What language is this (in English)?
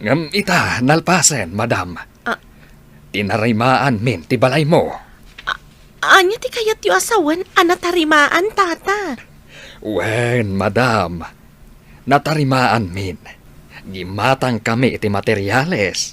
Iloko